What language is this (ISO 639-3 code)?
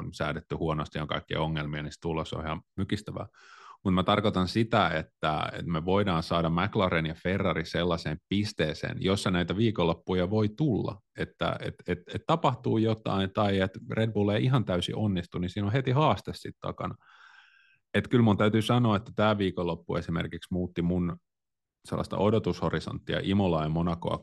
fin